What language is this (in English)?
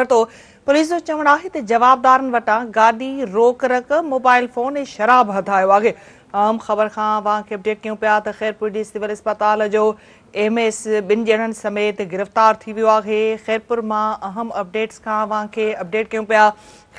Sindhi